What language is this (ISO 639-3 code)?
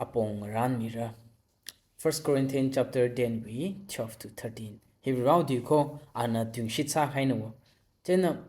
nmf